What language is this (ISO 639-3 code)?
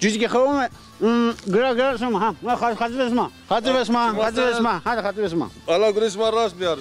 zza